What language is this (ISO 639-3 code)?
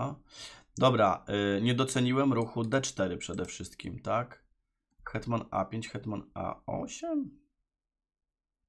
pol